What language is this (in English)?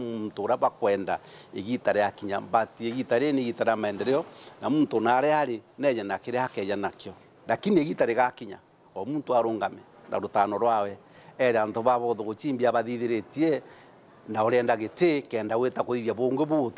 Meru